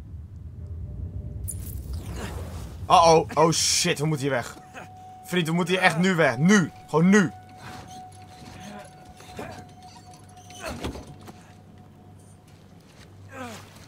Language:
Dutch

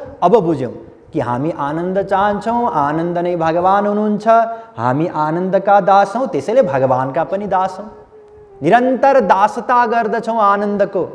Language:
Nepali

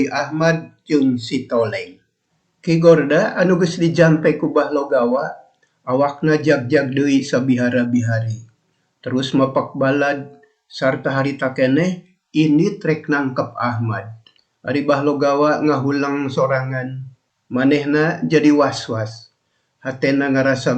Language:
Sundanese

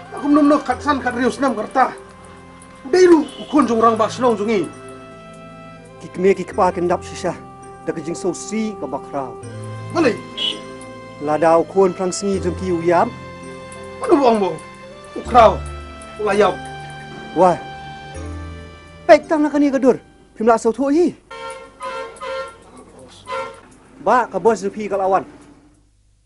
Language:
Khasi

